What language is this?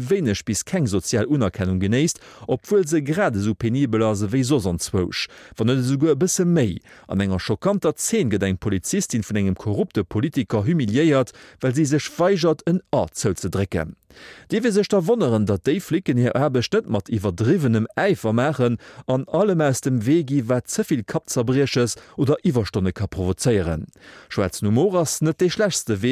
Luxembourgish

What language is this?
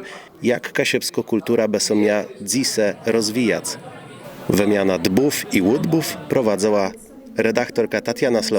Kashubian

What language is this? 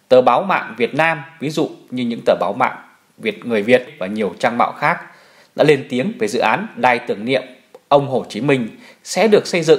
Vietnamese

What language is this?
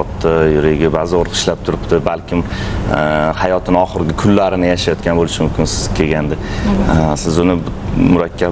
Uzbek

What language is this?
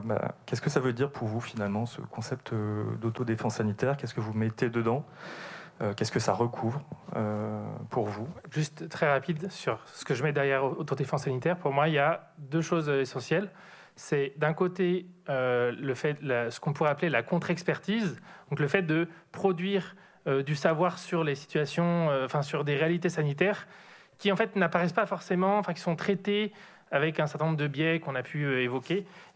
French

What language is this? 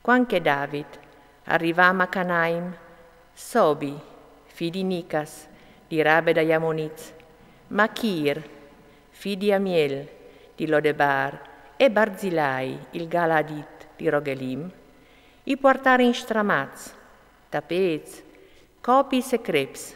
Friulian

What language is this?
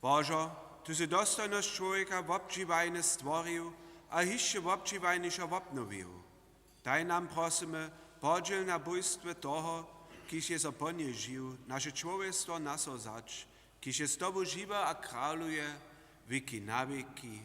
Upper Sorbian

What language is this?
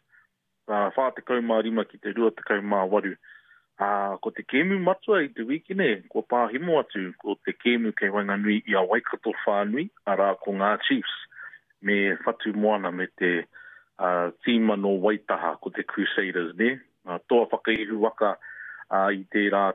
Māori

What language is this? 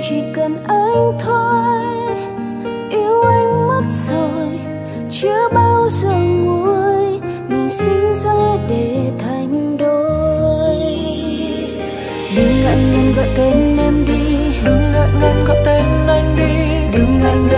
Vietnamese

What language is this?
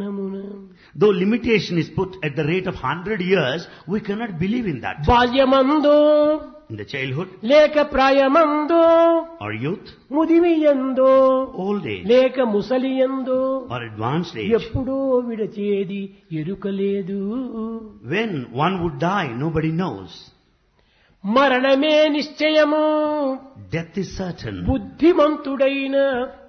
Telugu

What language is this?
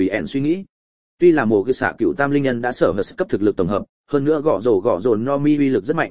Vietnamese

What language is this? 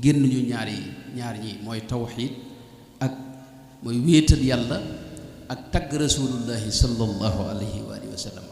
Wolof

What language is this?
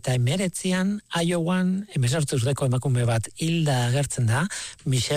Basque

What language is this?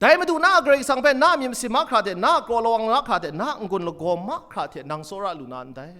Kachin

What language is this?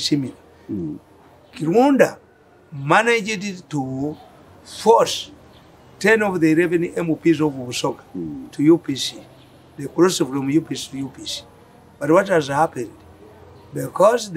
English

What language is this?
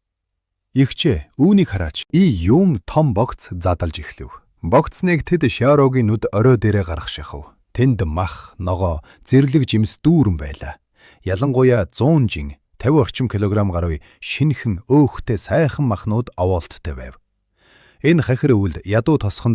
Mongolian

